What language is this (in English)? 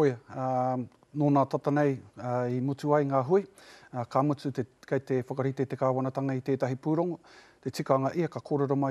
Māori